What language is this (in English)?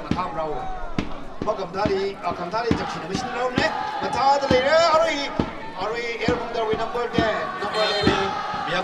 Tangkhul Naga (India)